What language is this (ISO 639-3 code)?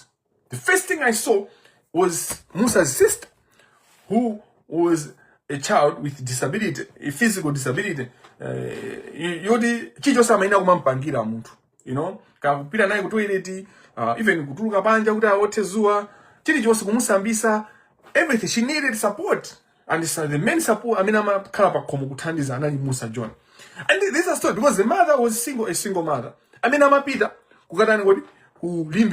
nya